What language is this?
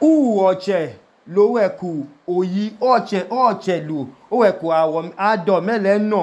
Idoma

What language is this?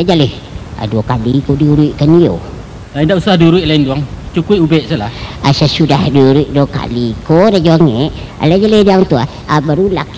Minangkabau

